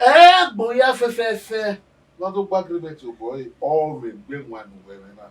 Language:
Bini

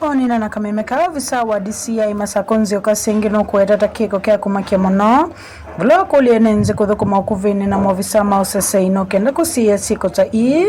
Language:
Kamba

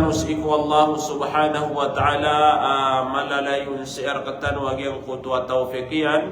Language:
Maranao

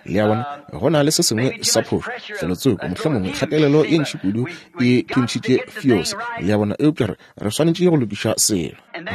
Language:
Northern Sotho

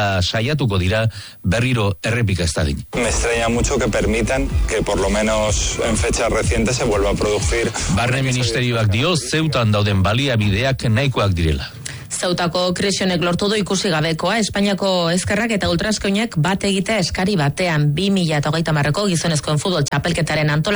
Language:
Basque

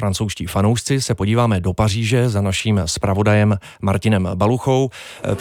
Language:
Czech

